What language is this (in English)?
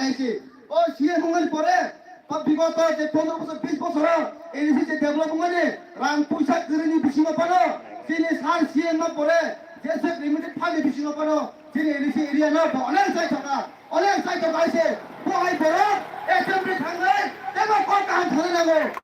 Kok Borok